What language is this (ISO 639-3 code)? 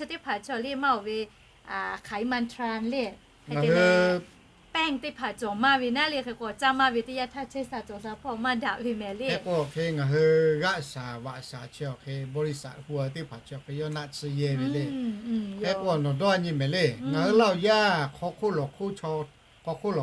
lhu